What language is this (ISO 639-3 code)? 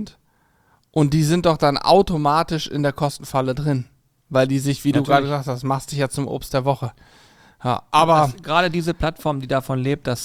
deu